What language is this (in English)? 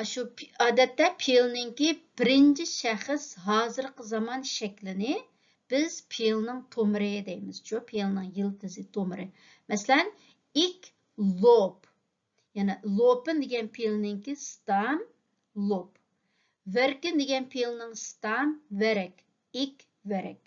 Uyghur